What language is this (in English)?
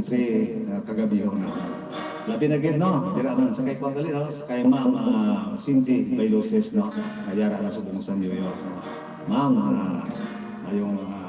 Hiligaynon